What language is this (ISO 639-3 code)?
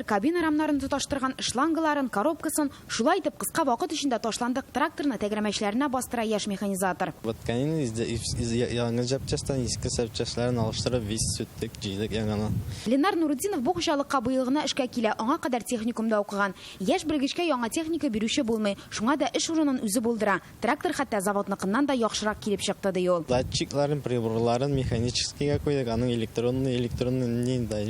tat